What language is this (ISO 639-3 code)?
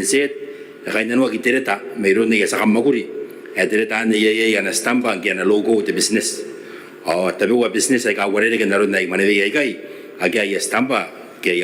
gil